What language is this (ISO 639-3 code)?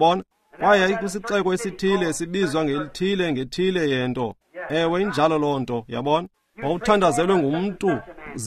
xho